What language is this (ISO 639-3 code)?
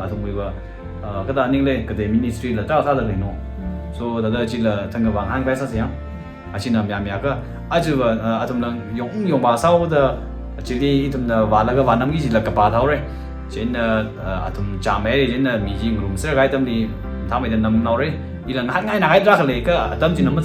nmf